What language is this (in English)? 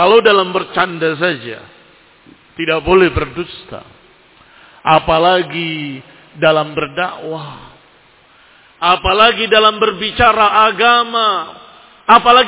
Indonesian